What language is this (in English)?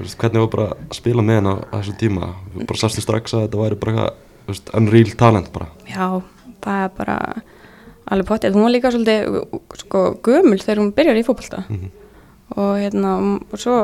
Icelandic